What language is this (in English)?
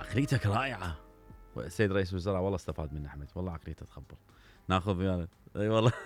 Mesopotamian Arabic